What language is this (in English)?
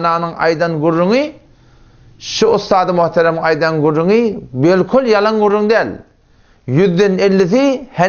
Turkmen